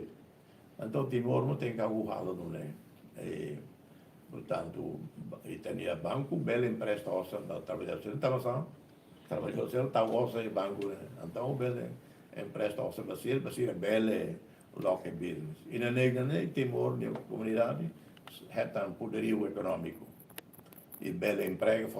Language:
Tetum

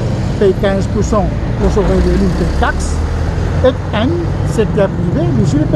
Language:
Morisyen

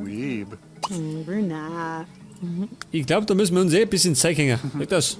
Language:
Bavarian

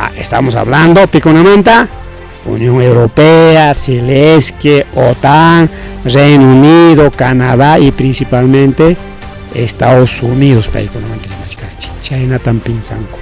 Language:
Ayacucho Quechua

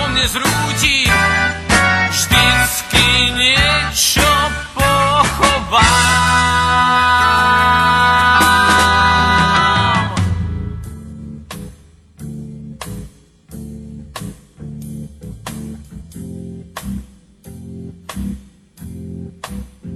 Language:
Slovak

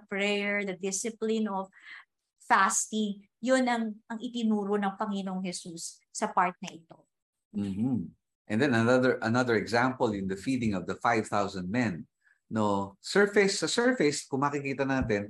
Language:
Filipino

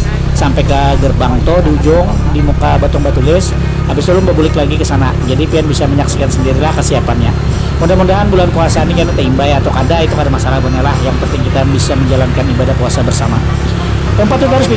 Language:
Banjar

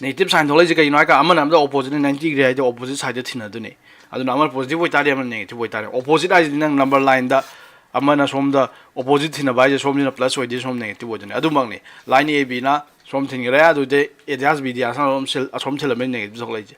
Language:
Manipuri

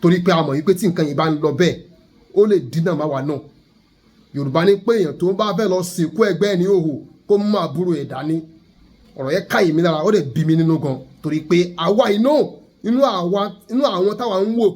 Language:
Yoruba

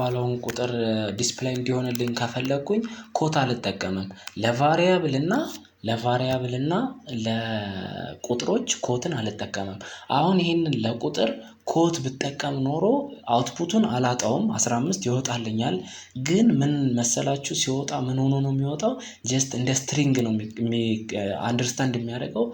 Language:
Amharic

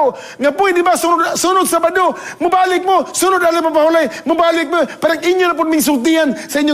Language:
Cebuano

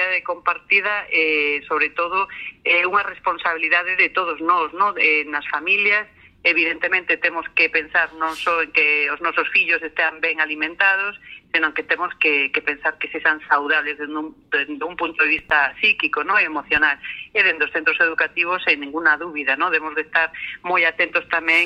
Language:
Galician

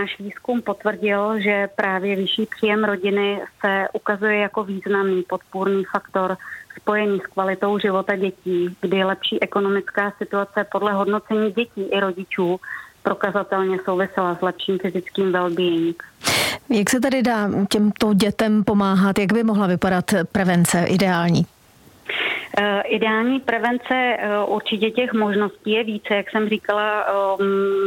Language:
Czech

